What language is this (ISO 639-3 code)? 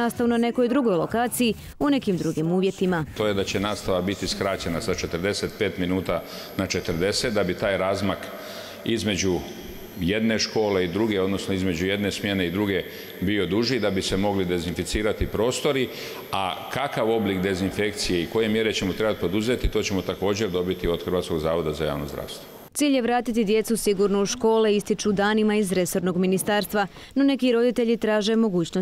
hrv